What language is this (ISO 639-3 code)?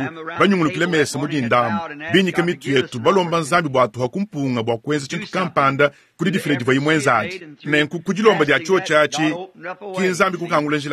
lua